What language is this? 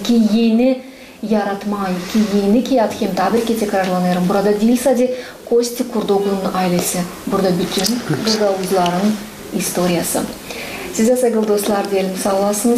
Gagauz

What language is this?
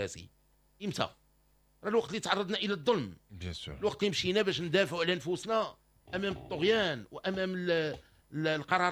Moroccan Arabic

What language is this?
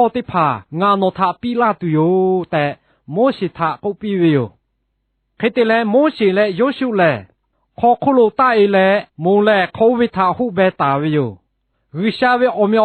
Lahu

